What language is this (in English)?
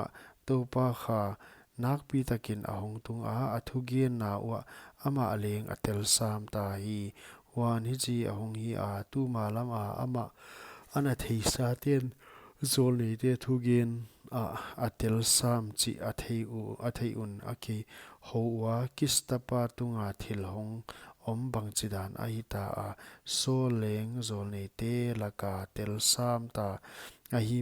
Paite Chin